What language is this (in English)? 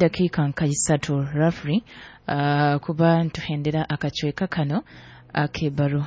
Nyoro